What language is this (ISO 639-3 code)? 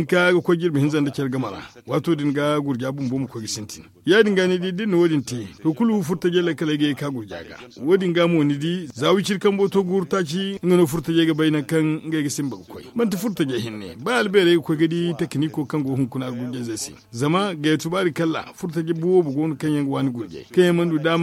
dje